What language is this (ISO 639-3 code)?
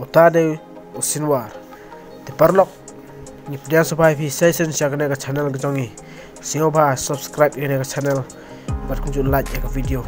kha